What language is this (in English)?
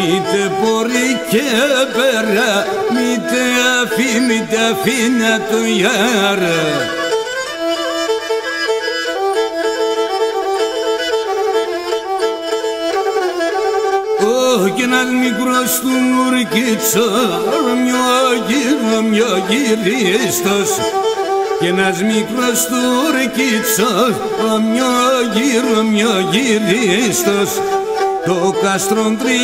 Pontic